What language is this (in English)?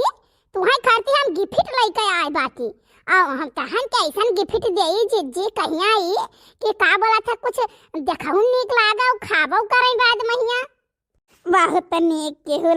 Awadhi